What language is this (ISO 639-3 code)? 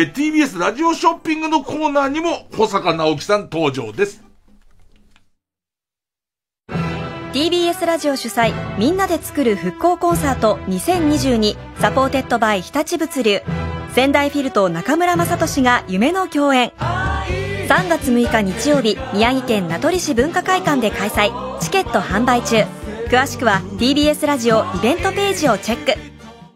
jpn